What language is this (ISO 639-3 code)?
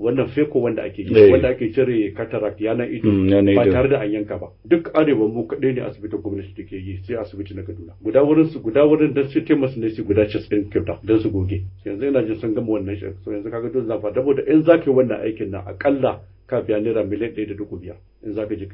hau